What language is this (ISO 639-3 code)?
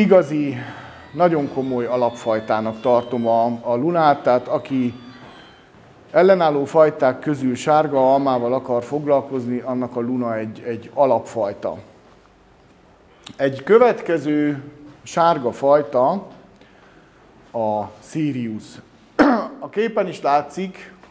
hun